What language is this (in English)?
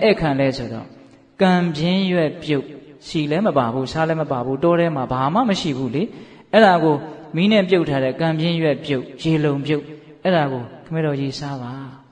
Burmese